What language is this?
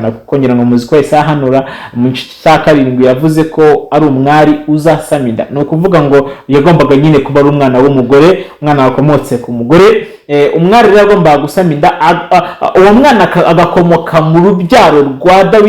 Kinyarwanda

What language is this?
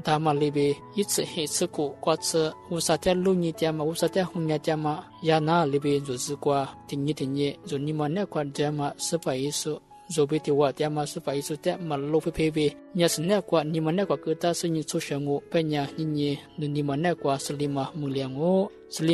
Lisu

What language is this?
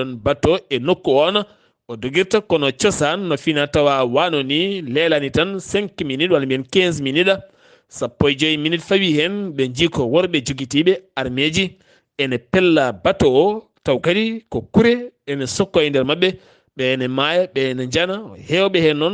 Fula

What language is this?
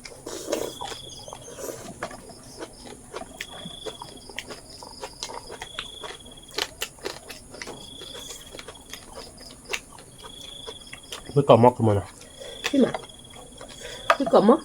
S'gaw Karen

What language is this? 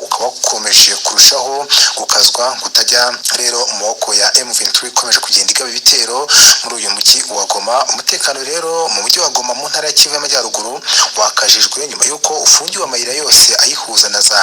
Kinyarwanda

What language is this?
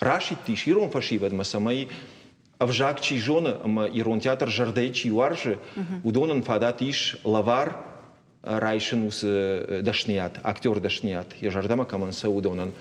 Ossetic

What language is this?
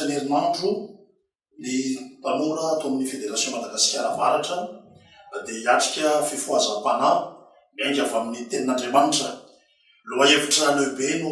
Malagasy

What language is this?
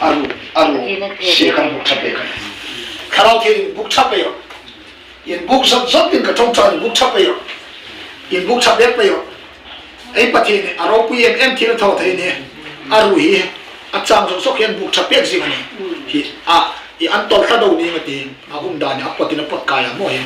Hmar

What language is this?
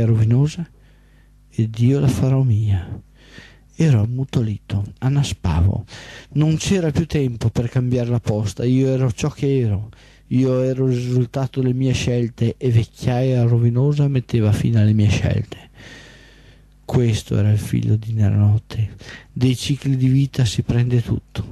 Italian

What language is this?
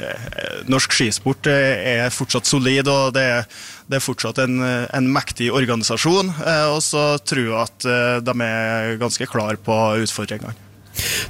Norwegian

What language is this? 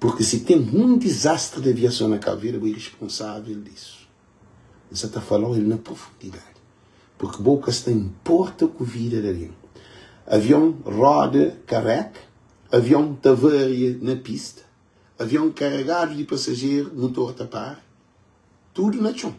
Kabuverdianu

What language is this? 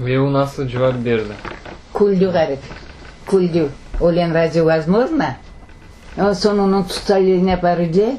Crimean Tatar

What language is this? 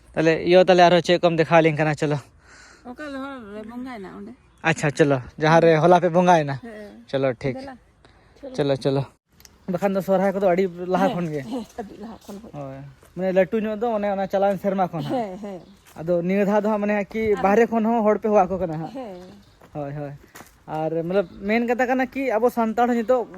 Santali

